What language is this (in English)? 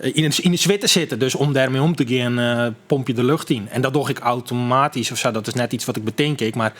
Western Frisian